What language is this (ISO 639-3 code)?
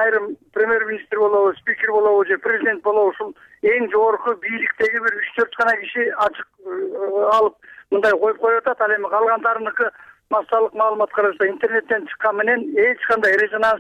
kir